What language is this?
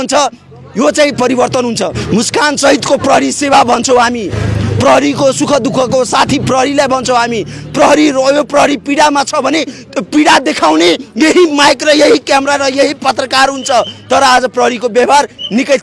Nepali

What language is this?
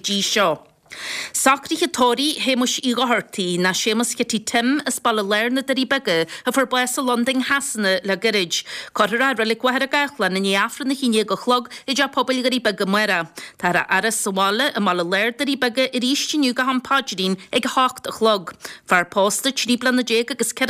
Irish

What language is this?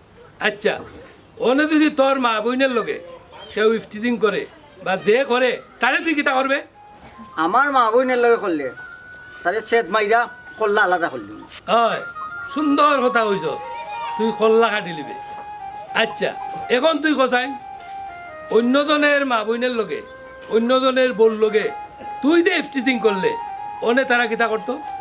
Sylheti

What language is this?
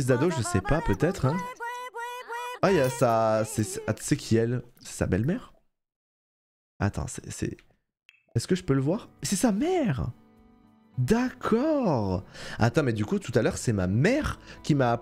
French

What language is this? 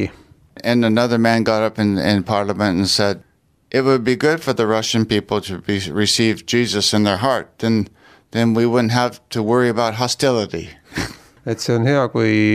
Estonian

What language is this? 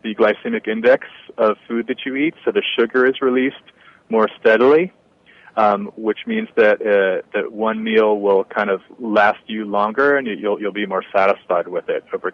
English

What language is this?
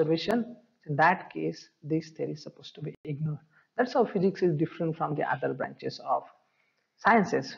English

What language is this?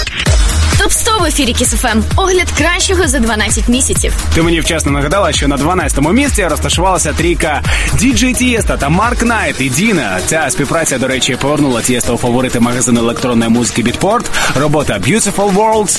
Ukrainian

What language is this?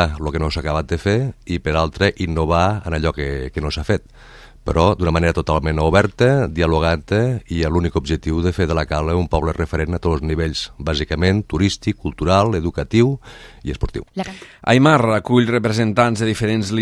Catalan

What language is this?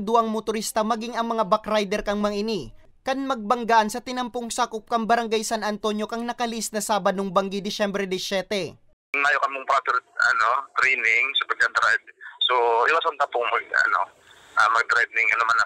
Bikol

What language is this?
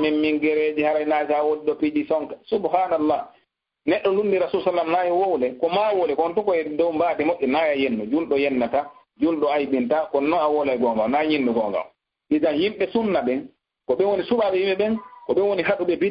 Fula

